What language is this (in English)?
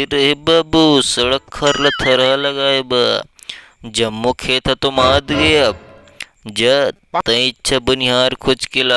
Chhattisgarhi